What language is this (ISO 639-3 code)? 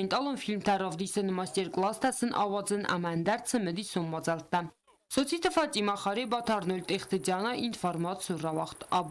oss